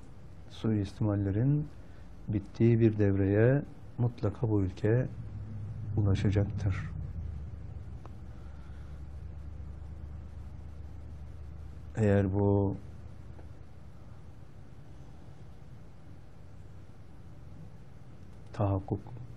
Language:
Turkish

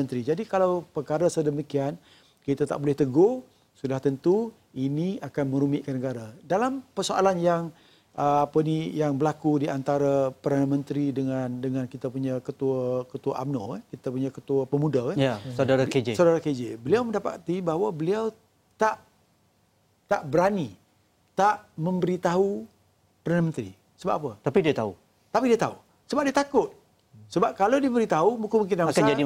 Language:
Malay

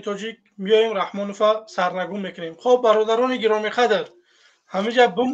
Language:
Tajik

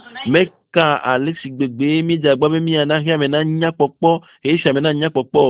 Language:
Ewe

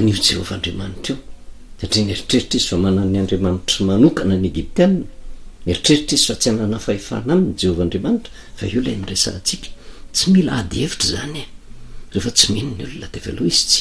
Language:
Malagasy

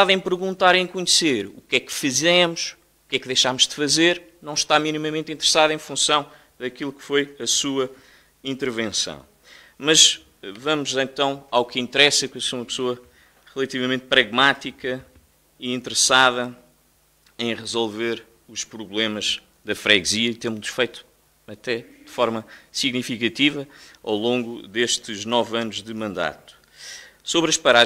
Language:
Portuguese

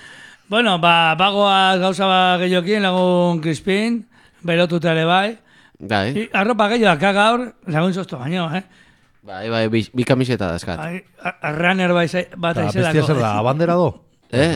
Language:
Basque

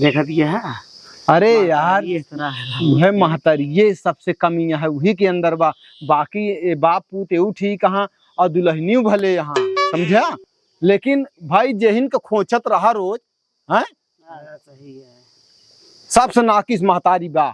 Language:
Awadhi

